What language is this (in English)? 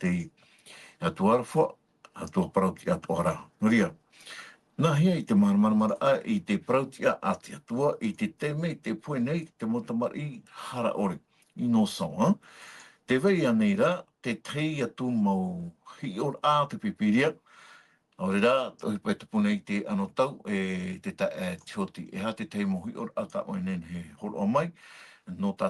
Tahitian